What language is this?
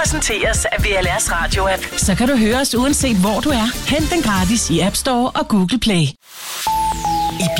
Danish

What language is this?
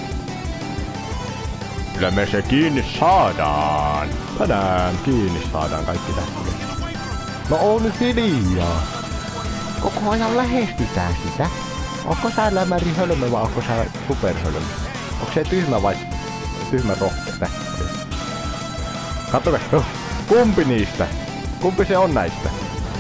Finnish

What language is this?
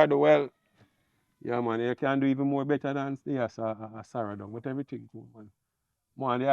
Jamaican Creole English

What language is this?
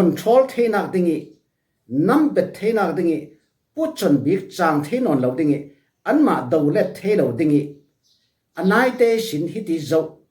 Falam Chin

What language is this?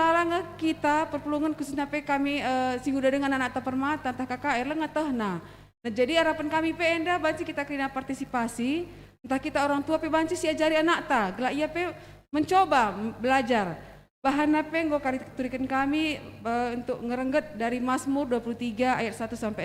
Batak Karo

